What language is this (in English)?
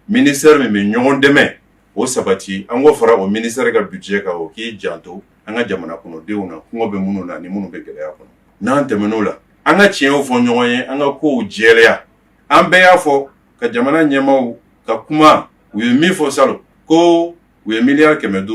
Bambara